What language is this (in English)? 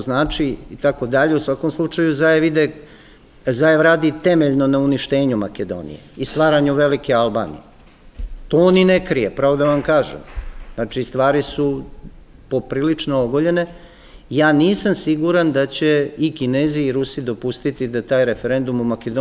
Serbian